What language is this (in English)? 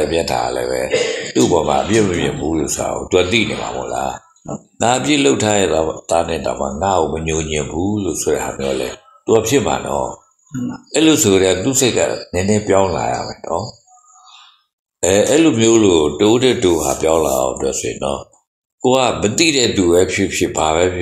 Burmese